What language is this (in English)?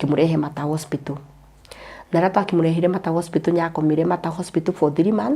Kikuyu